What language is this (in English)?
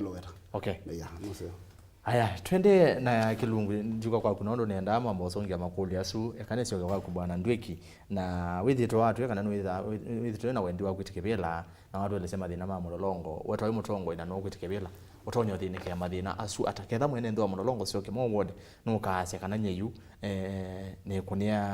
Kamba